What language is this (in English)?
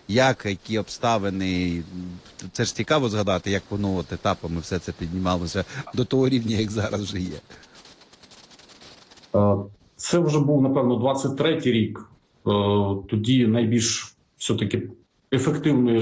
Ukrainian